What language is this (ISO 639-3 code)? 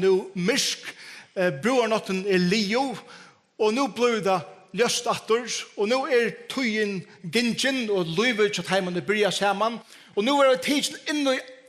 fao